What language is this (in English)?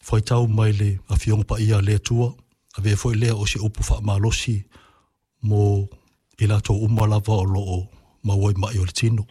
Samoan